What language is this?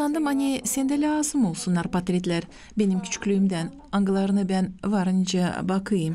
Gagauz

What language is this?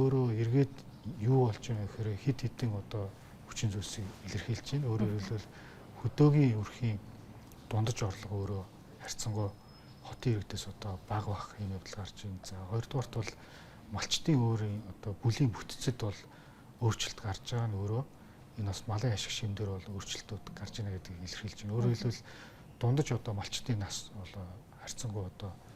Mongolian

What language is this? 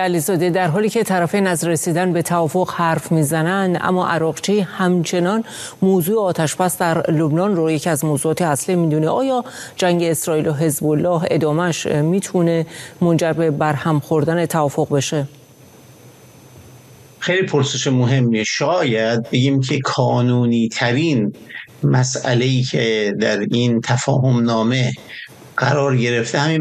Persian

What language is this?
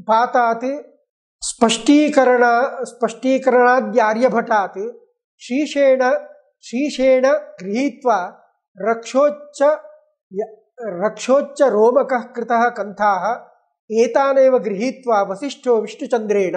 Sanskrit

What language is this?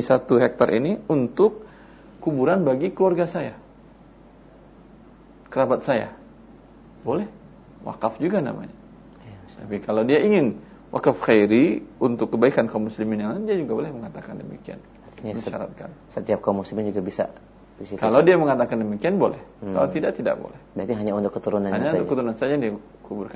Indonesian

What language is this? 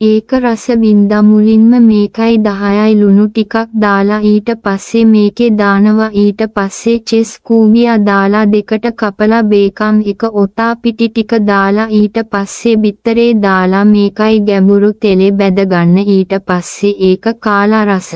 Sinhala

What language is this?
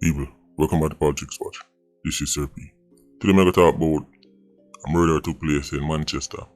Jamaican Creole English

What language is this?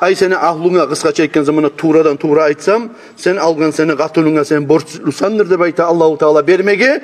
Kumyk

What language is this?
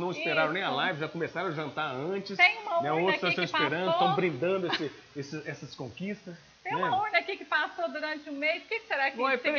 Portuguese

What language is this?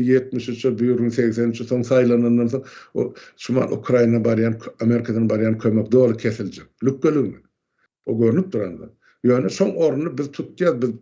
Turkmen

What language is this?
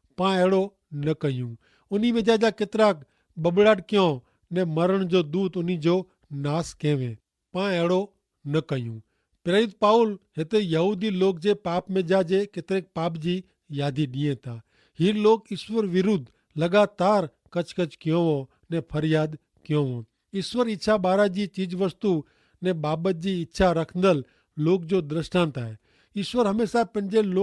Kachhi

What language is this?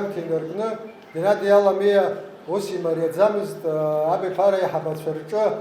Abkhazian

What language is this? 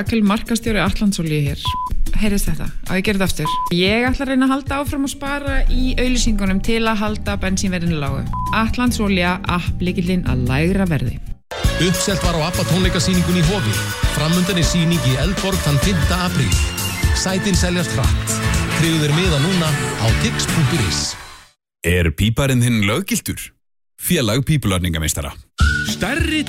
Icelandic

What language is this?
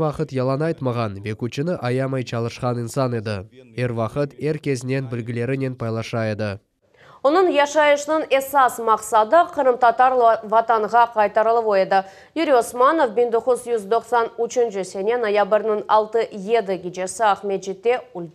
Crimean Tatar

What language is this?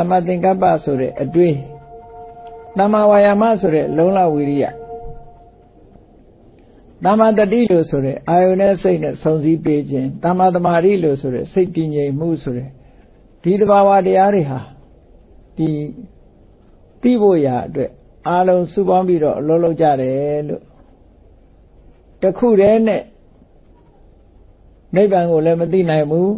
Burmese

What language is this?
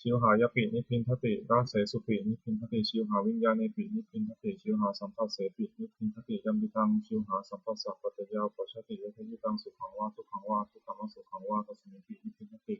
Pali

